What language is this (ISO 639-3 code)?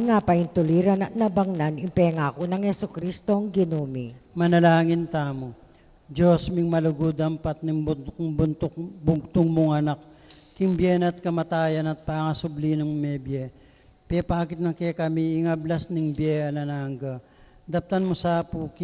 pam